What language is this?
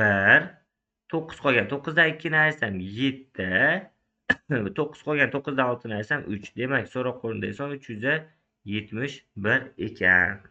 Uzbek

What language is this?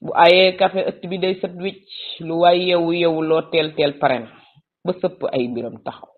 Wolof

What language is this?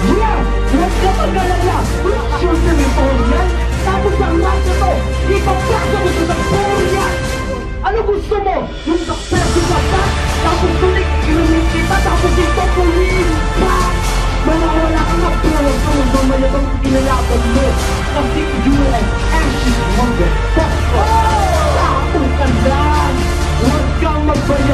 Filipino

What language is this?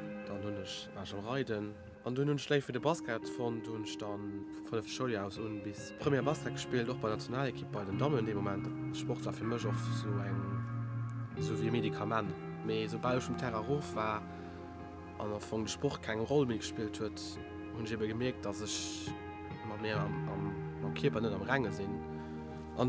Luxembourgish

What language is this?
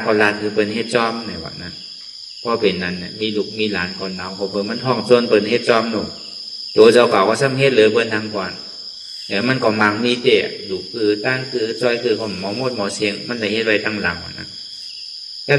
Shan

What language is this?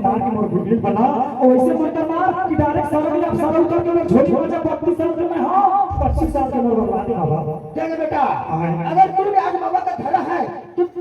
Chhattisgarhi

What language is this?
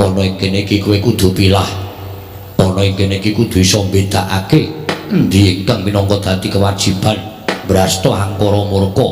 Javanese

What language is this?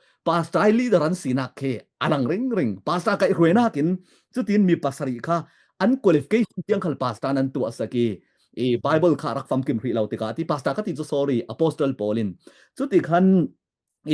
Falam Chin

